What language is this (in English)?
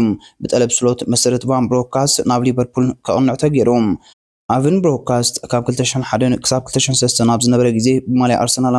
Tigrinya